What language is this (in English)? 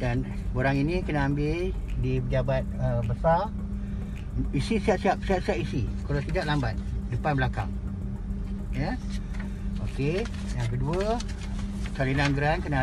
Malay